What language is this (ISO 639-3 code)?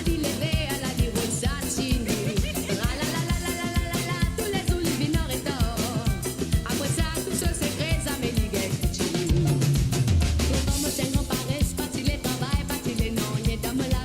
mfe